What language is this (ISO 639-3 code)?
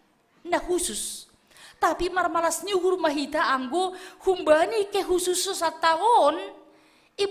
bts